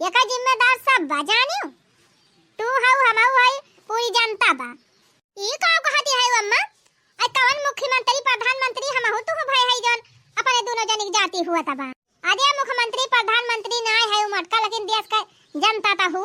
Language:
Awadhi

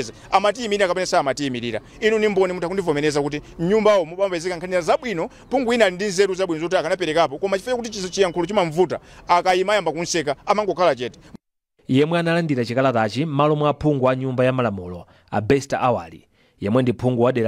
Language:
Nyanja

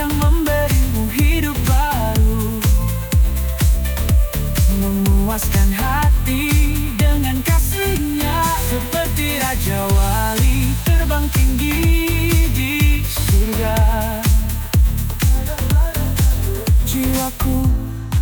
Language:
Indonesian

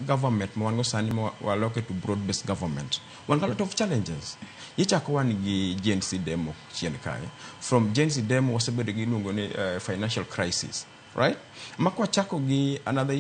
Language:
Luo (Kenya and Tanzania)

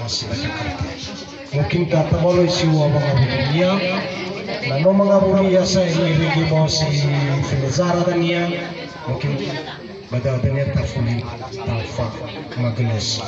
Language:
Nias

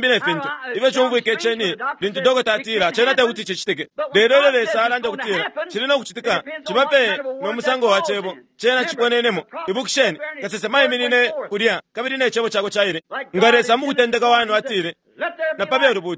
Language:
Bemba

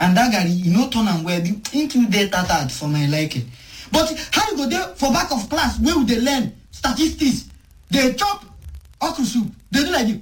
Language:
Nigerian Pidgin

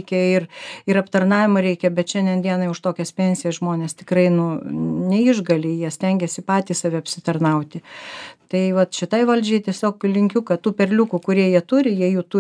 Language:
Lithuanian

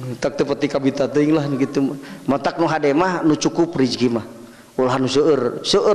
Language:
Sundanese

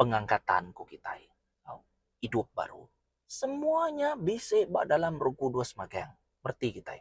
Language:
Iban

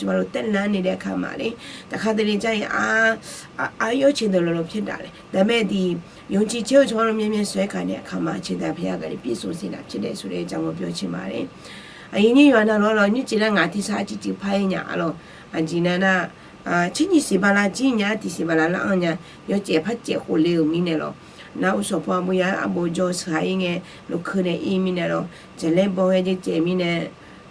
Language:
Akha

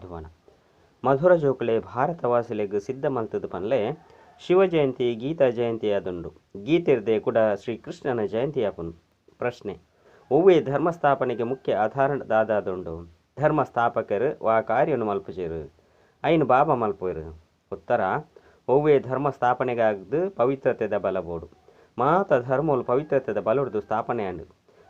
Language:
Tulu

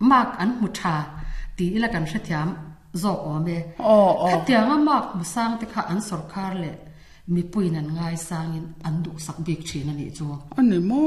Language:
Mizo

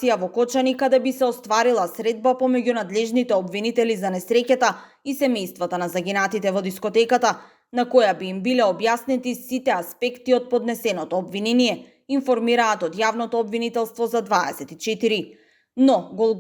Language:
Macedonian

